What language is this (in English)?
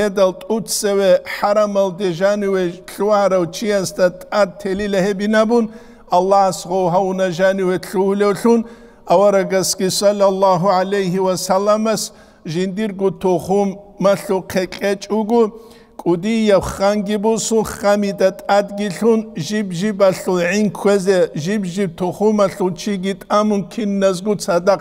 Avaric